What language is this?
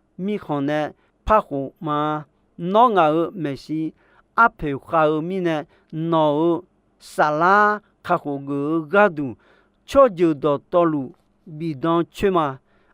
Akha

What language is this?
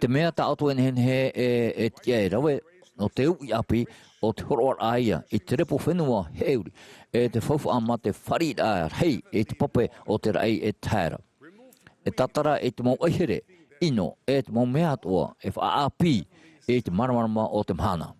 Tahitian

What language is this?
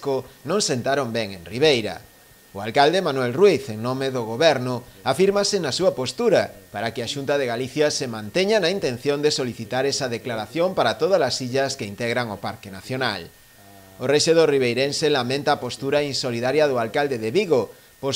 Galician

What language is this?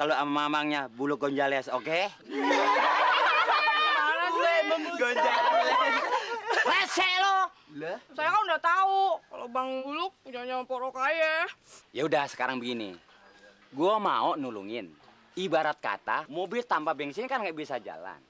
Betawi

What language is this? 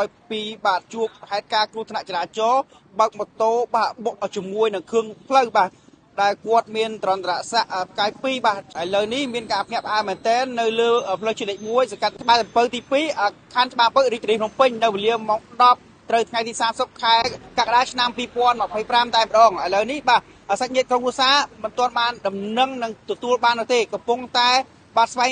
Khmer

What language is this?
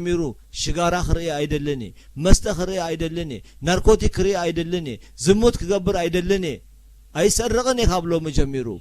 Tigrinya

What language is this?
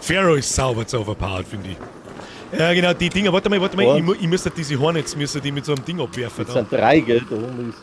Bavarian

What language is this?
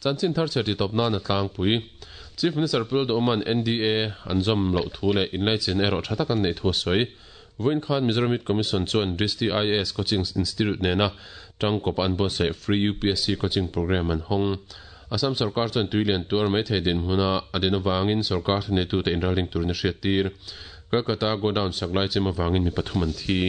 Mizo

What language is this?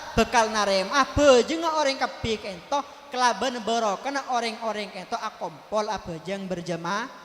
Madurese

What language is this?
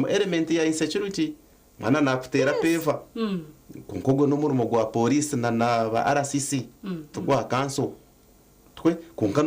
Nyankole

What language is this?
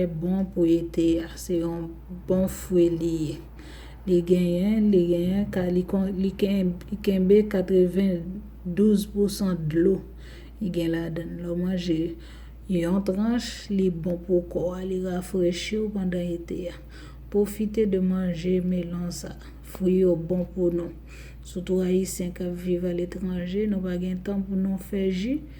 Haitian Creole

